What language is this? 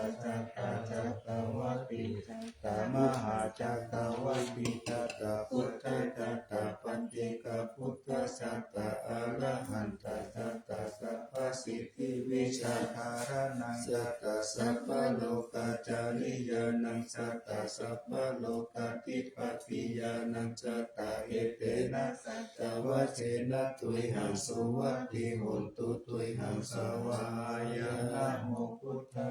Pali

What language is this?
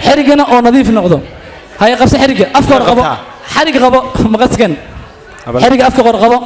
Somali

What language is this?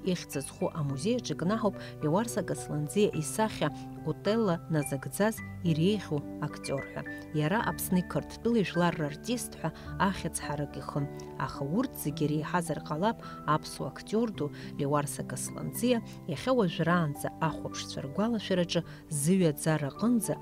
Abkhazian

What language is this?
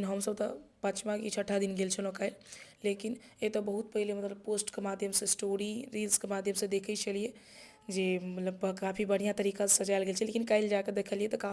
Maithili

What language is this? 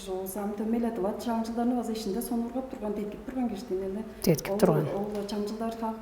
Tuvinian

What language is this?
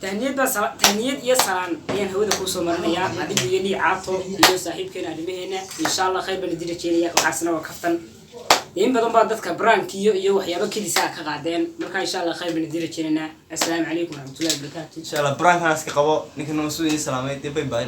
Somali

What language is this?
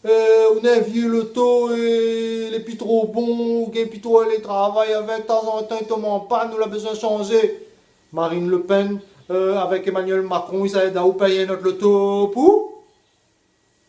Réunion Creole French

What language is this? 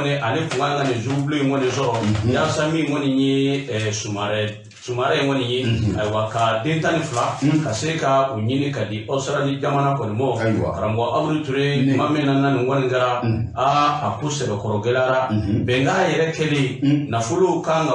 Bambara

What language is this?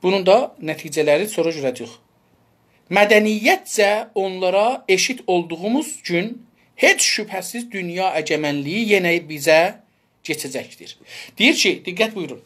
South Azerbaijani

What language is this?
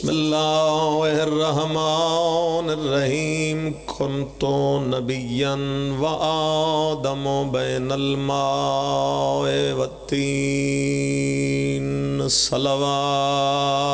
Pahari-Potwari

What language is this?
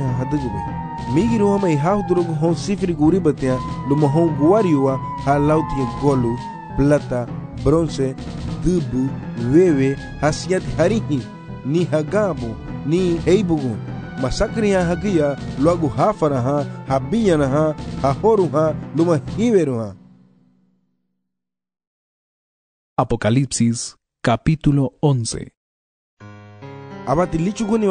Garifuna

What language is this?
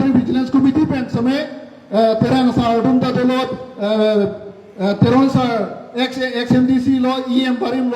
Karbi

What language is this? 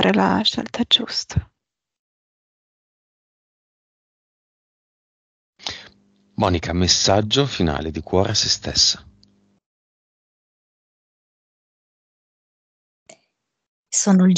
Italian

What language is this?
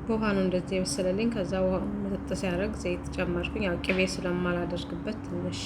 Amharic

